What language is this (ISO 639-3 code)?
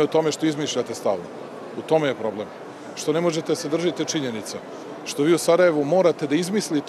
hrv